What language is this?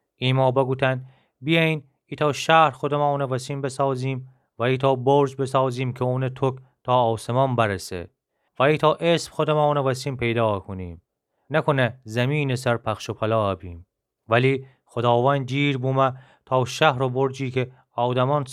Gilaki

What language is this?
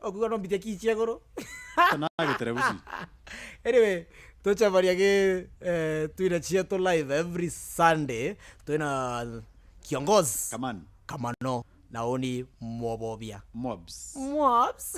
Meru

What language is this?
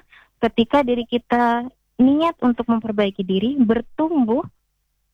Indonesian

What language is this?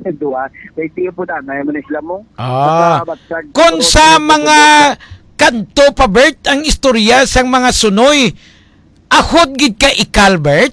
Hiligaynon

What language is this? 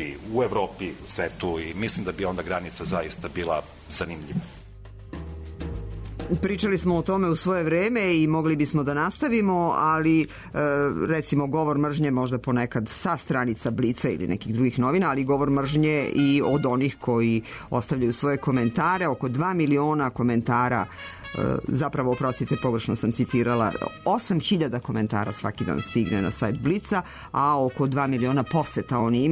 Serbian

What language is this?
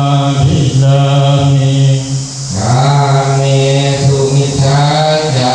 Pali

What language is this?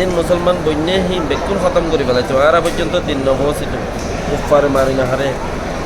Rohingya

